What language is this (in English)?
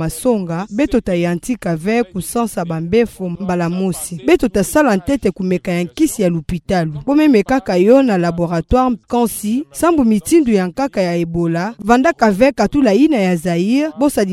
Kituba (Democratic Republic of Congo)